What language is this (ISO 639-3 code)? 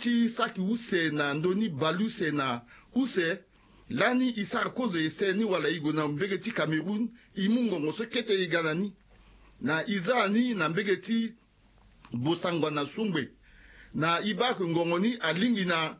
sag